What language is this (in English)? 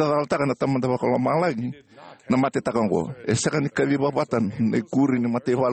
Fijian